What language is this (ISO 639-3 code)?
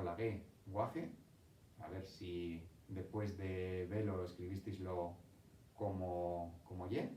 ast